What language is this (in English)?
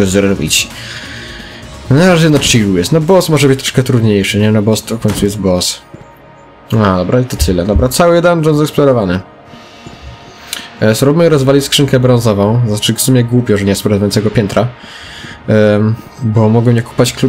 Polish